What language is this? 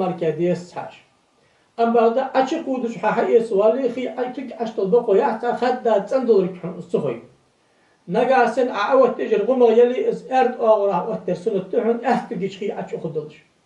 Ingush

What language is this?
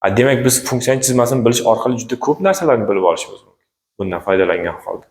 Uzbek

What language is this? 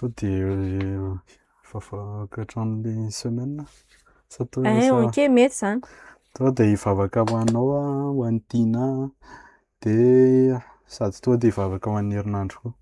Malagasy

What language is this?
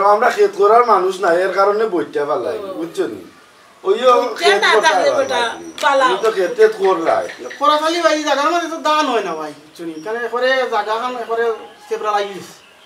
Sylheti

